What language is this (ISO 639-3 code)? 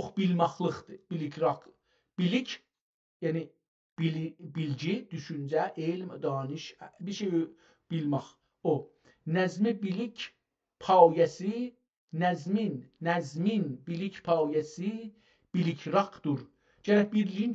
azb